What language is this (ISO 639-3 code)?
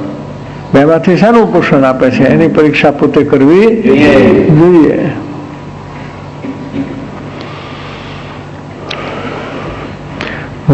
guj